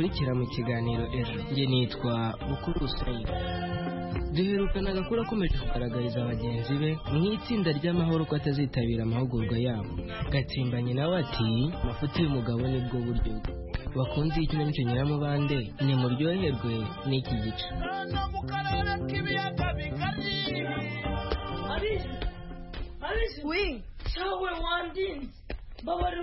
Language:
Kinyarwanda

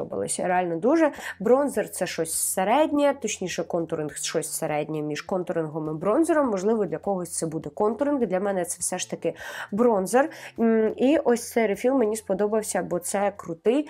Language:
Ukrainian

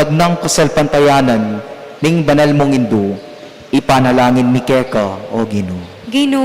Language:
Pampanga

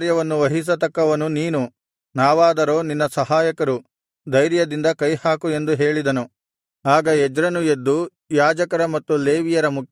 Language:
Kannada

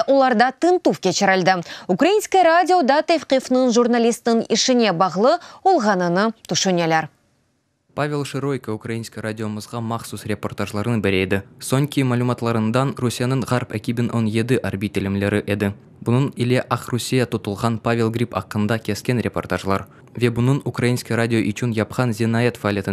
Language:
Crimean Tatar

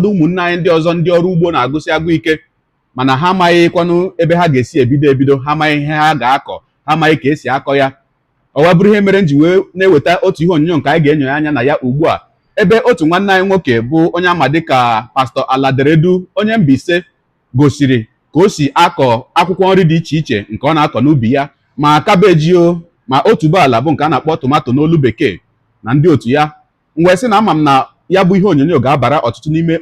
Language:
Igbo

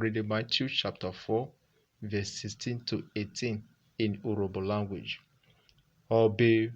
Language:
Urhobo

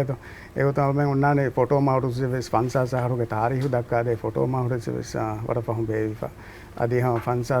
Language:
Divehi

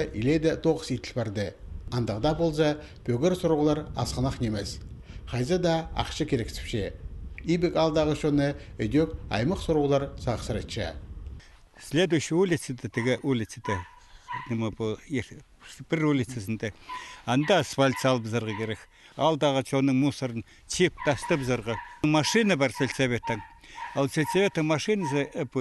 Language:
Khakas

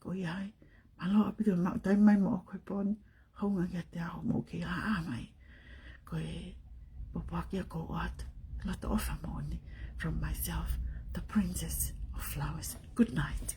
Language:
Tongan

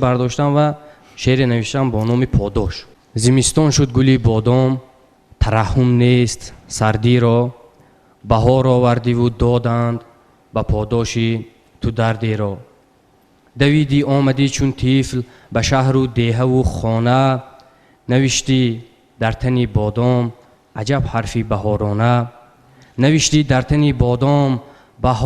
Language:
Tajik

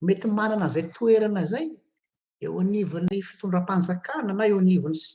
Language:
Malagasy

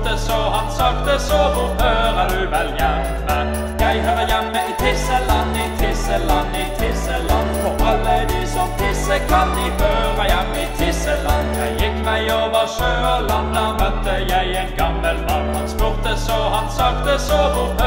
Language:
Norwegian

